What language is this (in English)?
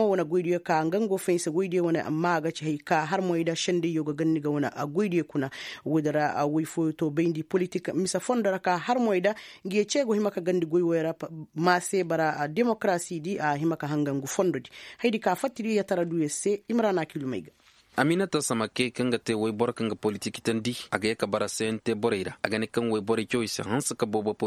Koyraboro Senni